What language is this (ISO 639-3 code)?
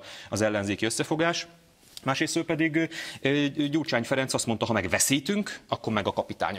hun